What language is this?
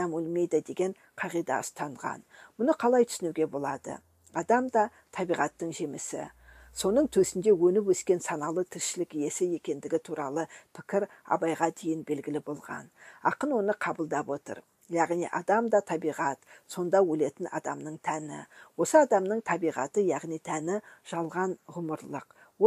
Kazakh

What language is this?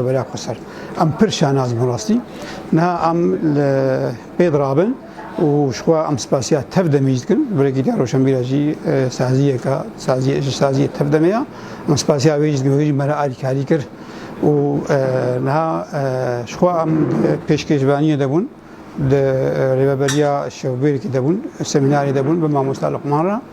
Kurdish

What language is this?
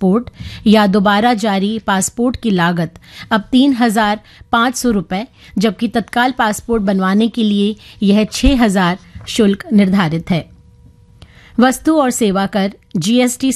Hindi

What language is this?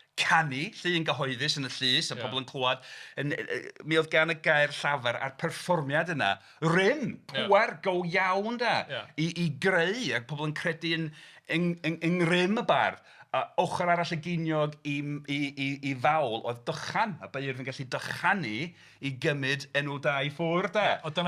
Welsh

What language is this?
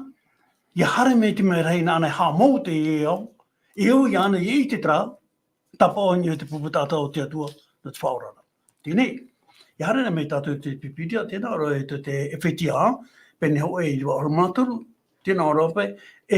Tahitian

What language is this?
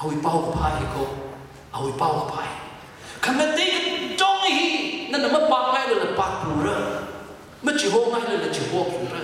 Tangkhul Naga (India)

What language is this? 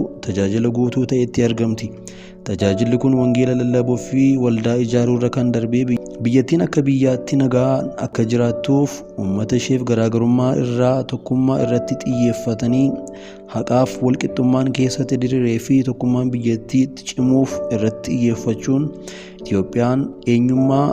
Oromo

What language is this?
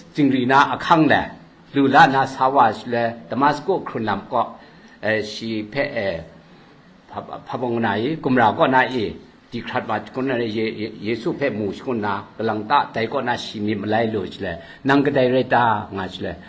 Kachin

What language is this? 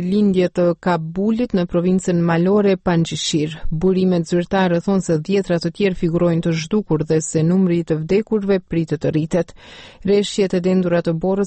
Albanian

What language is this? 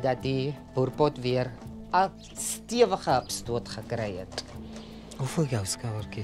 Afrikaans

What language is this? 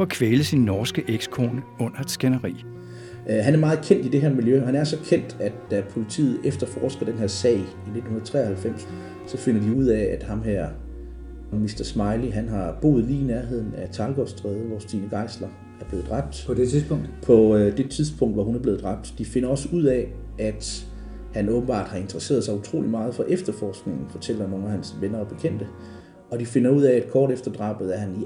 Danish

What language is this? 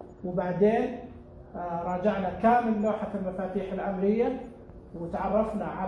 Najdi Arabic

